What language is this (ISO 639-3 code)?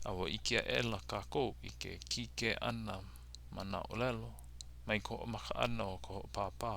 haw